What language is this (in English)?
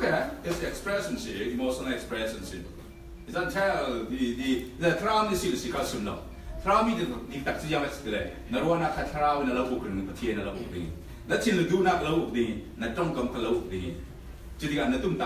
Falam Chin